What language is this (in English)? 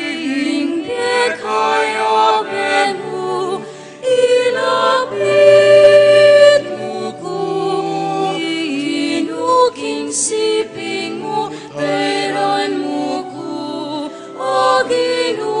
Pampanga